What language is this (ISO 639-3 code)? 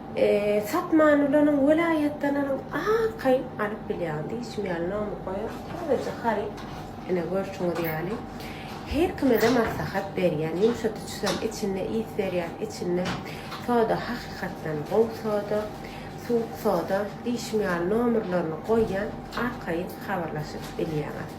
tuk